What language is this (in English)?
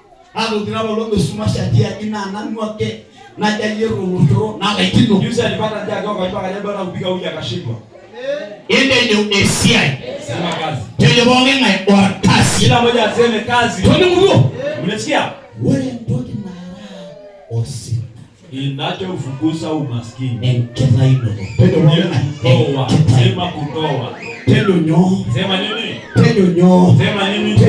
Masai